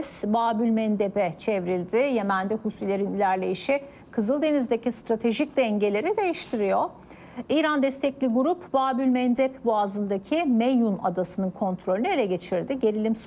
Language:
Turkish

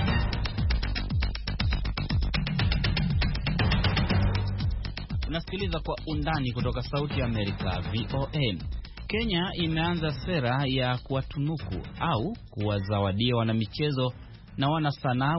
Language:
Swahili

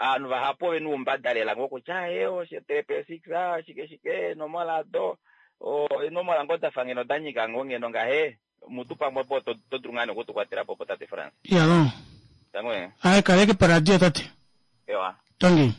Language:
Kuanyama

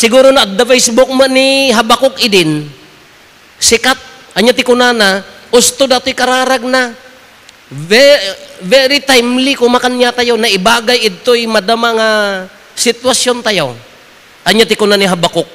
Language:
Iloko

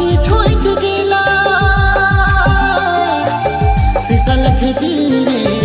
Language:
Sadri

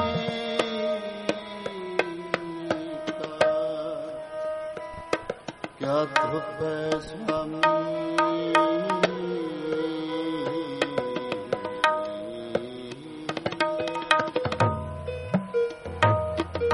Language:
Punjabi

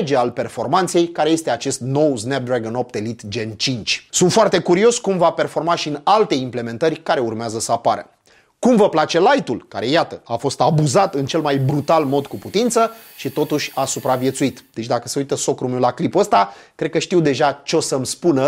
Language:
Romanian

